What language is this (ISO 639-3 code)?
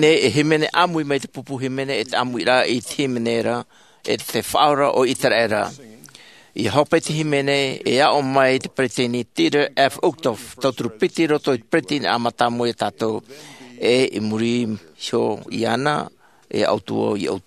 tah